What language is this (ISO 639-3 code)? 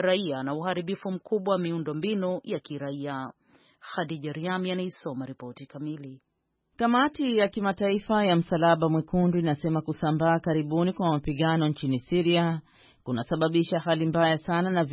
swa